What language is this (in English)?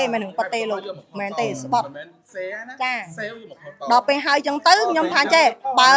Khmer